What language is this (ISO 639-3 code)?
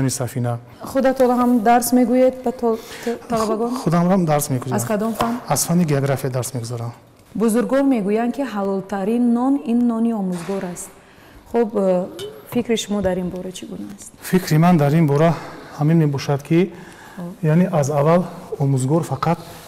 tgk